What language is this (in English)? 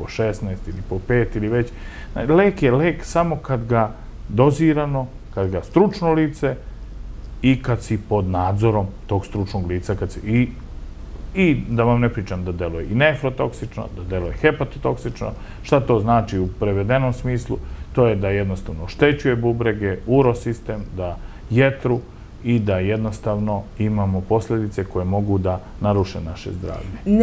Serbian